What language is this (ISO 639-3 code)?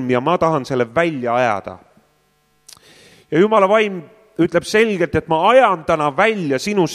est